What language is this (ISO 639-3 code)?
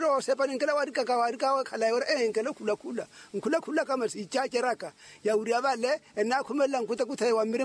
vmw